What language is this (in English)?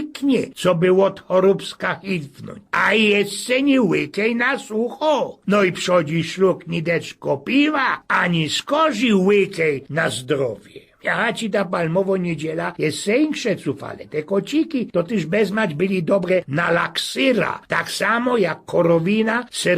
Silesian